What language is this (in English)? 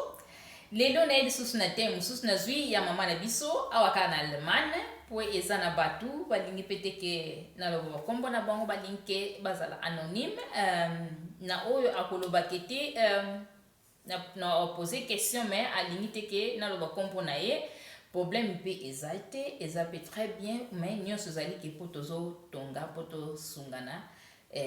Lingala